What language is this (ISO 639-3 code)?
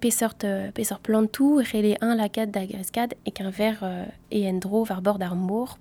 bre